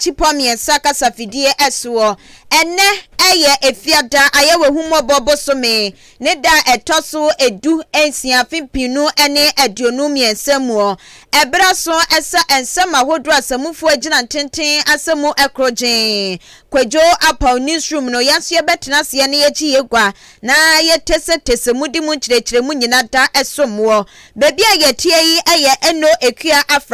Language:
Akan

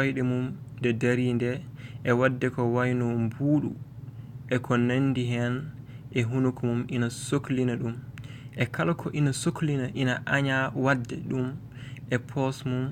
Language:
Fula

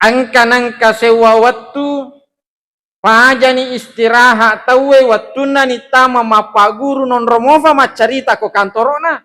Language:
Buginese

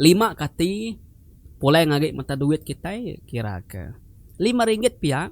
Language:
Iban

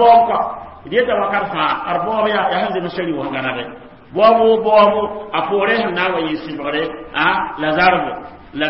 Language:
Mossi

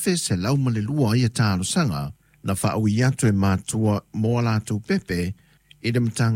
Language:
Samoan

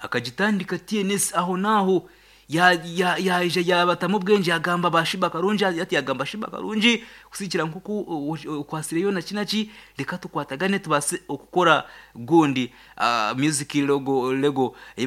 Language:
Nyankole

